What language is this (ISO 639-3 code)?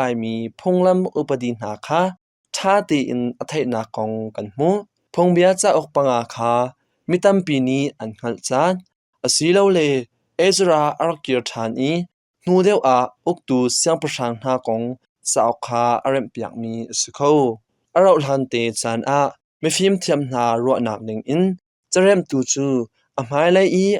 cnh